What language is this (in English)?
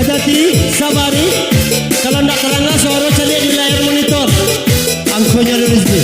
Minangkabau